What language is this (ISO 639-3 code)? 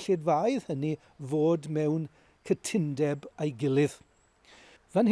cym